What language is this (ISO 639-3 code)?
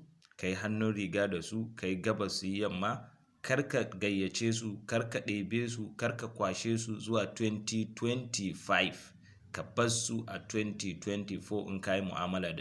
hau